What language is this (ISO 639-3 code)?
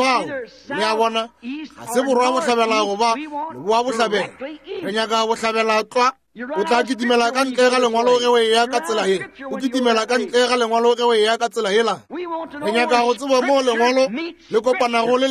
nso